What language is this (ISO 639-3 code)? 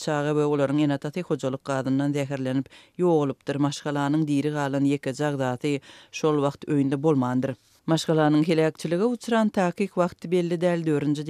tuk